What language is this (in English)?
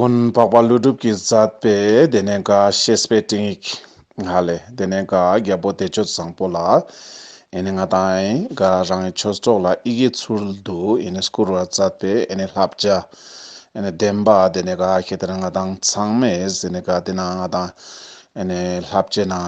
Ladakhi